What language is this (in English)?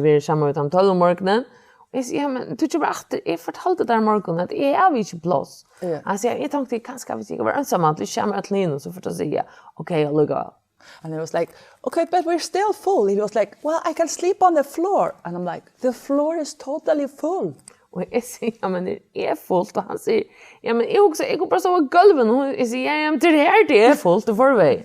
Faroese